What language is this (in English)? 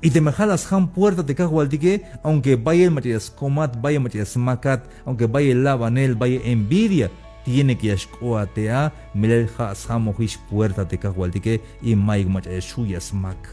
Tzeltal